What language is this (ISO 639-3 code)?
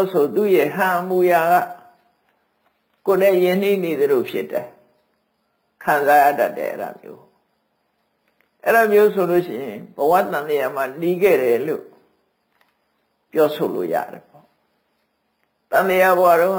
mya